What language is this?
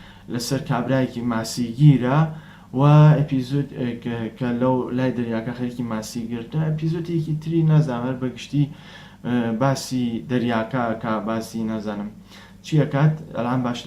Central Kurdish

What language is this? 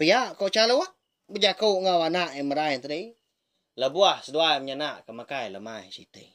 Iban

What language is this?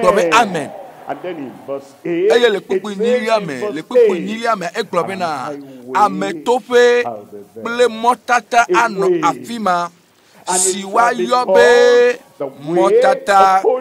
Ewe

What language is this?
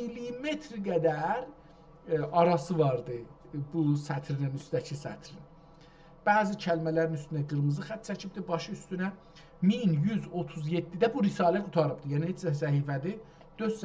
South Azerbaijani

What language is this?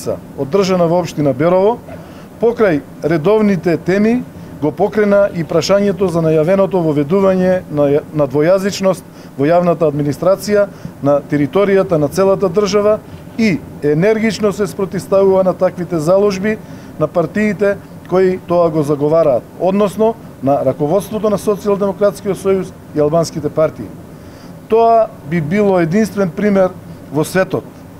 Macedonian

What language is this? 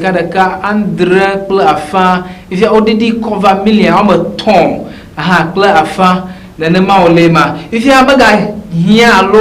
Ewe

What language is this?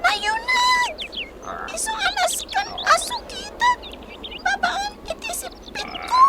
Iloko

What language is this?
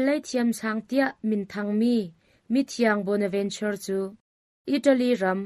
Hakha Chin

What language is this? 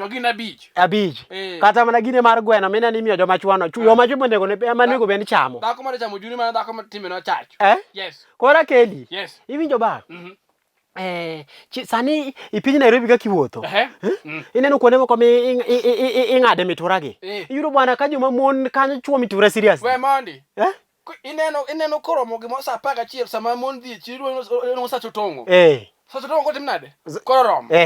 Luo (Kenya and Tanzania)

